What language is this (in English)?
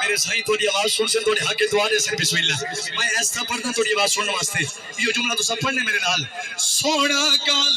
Saraiki